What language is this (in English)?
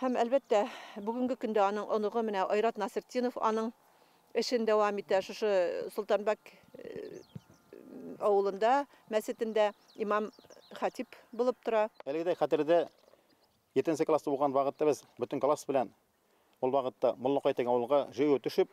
Bashkir